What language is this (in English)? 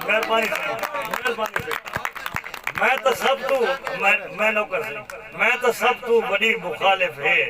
Saraiki